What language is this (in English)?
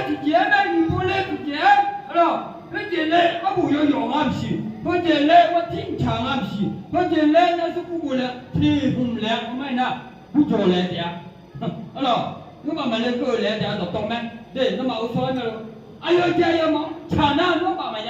Akha